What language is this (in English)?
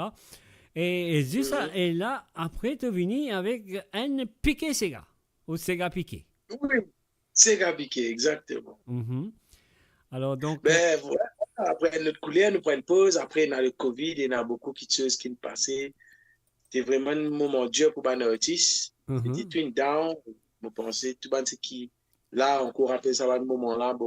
Morisyen